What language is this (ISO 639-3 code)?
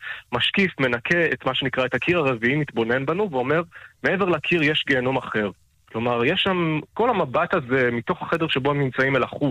heb